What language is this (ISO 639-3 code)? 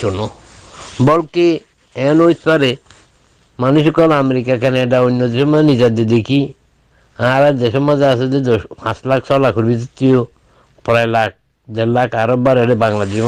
rhg